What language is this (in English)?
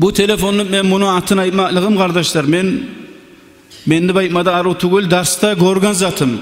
Kumyk